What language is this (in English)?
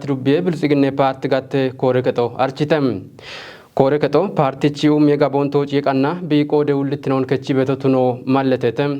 Kafa